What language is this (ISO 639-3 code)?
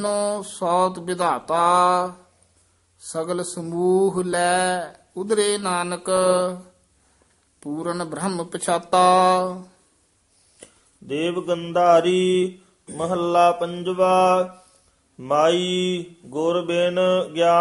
pan